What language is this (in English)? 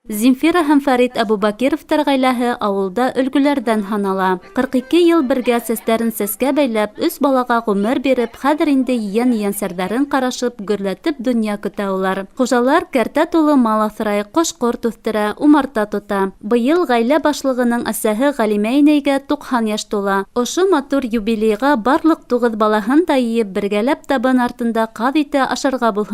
Bashkir